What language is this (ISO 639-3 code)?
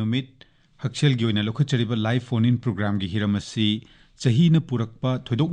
mni